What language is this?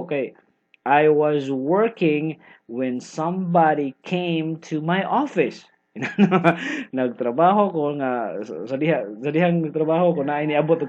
Cebuano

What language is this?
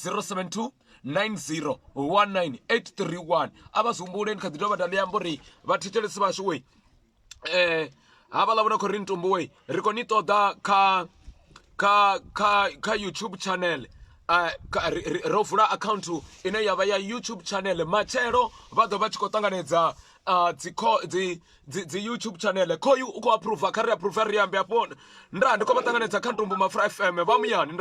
Venda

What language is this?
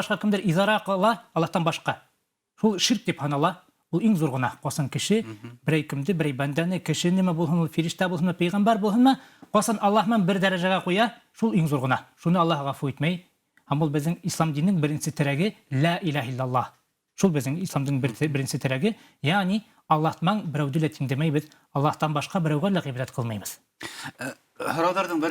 Bashkir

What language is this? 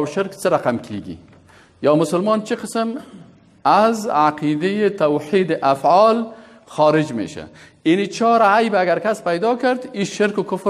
Persian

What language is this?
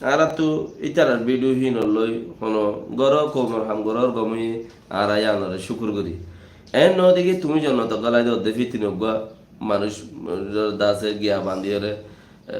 Rohingya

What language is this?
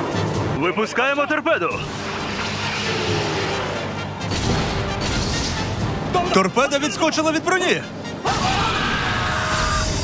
Ukrainian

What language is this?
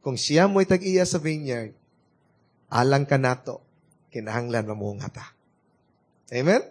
Cebuano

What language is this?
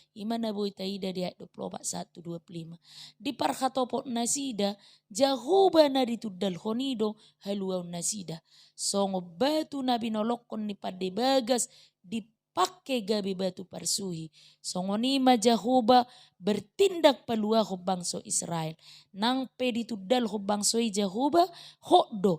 Batak Toba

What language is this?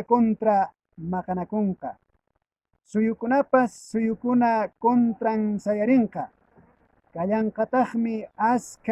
Quechua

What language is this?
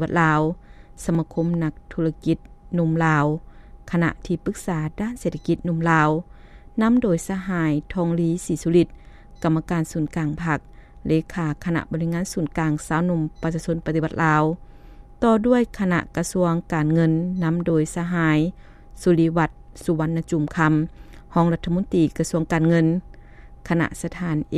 Lao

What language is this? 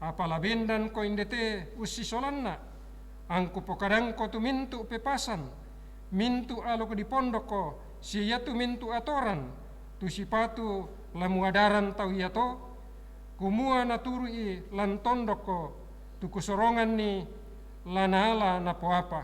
Toraja-Sa'dan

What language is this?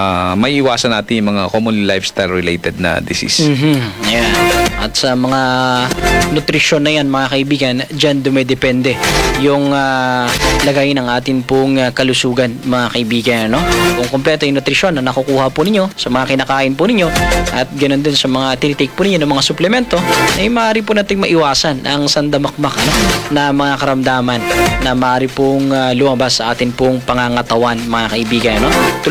Filipino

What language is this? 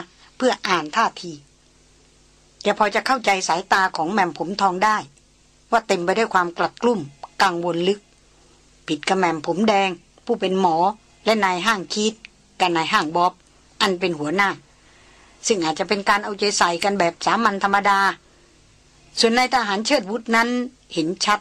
Thai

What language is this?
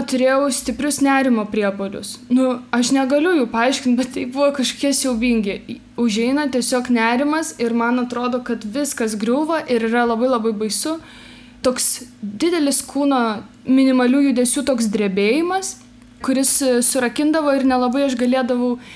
Lithuanian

